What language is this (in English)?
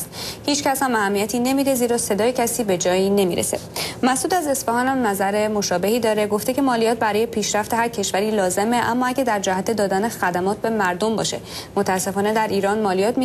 Persian